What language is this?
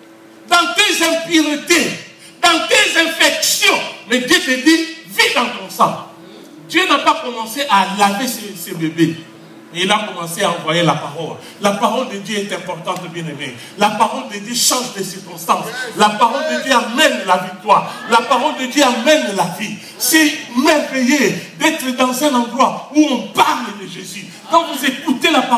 French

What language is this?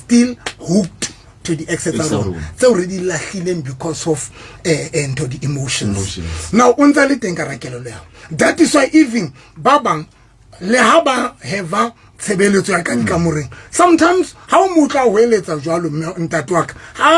Southern Sotho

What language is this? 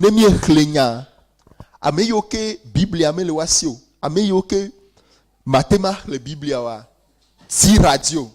Ewe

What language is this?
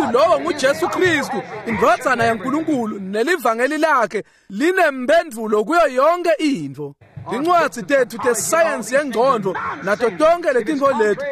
Swati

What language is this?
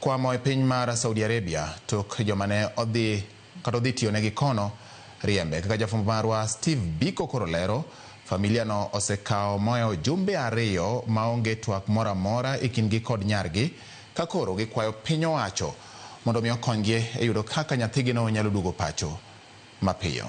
Luo (Kenya and Tanzania)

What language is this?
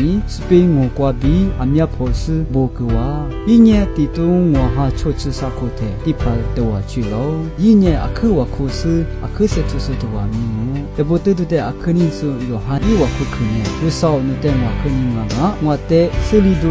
Lisu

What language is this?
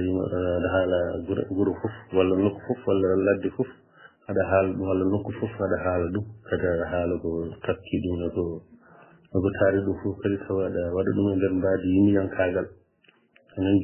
Fula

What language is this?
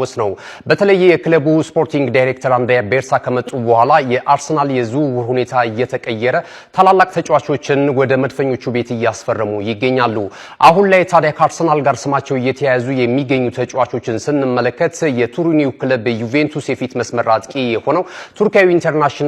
Amharic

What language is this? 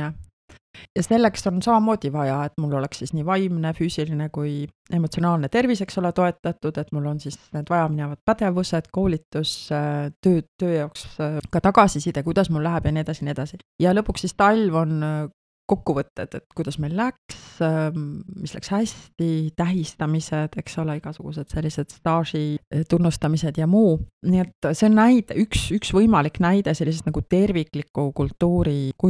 Estonian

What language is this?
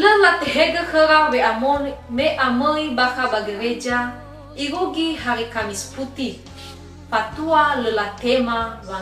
Nias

